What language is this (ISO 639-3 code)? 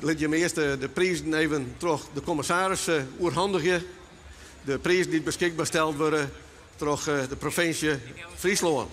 fry